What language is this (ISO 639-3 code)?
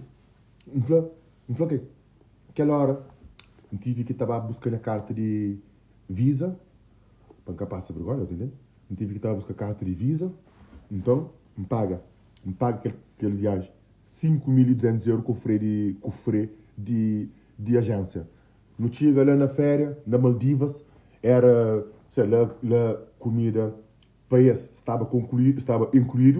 kea